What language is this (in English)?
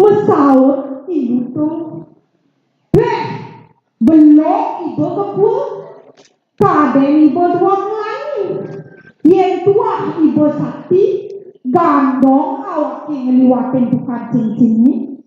Balinese